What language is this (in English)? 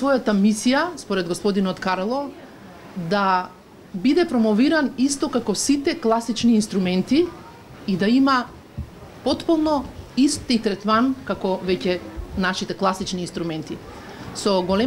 Macedonian